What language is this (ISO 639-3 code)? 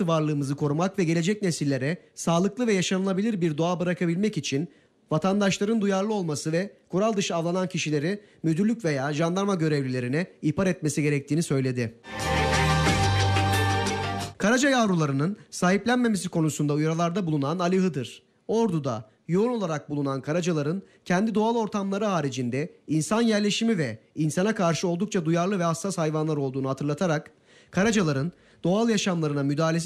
tur